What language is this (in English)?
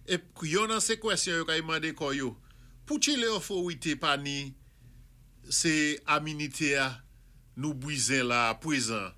Saint Lucian Creole French